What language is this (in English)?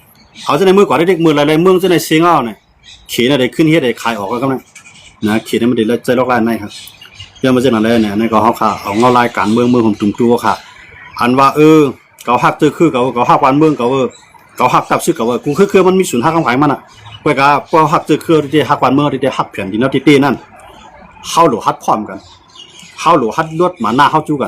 Shan